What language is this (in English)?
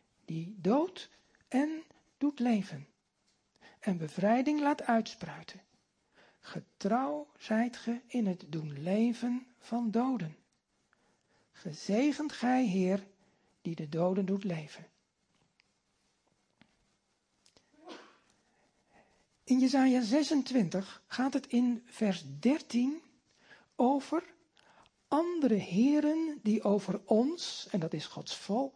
Dutch